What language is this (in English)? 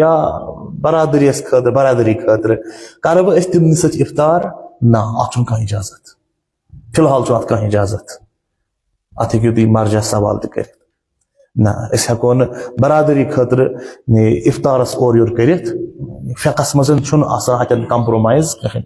Kashmiri